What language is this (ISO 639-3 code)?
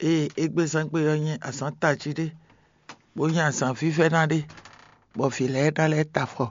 fon